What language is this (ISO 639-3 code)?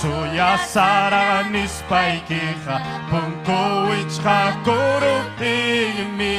quy